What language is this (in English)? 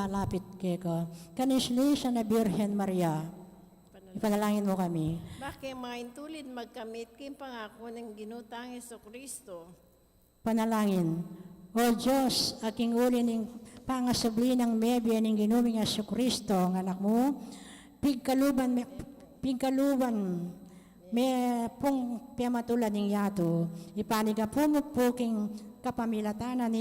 Pampanga